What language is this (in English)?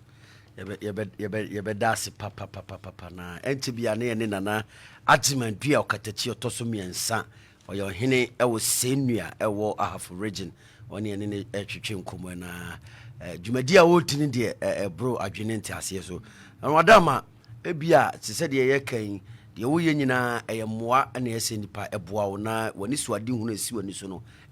Akan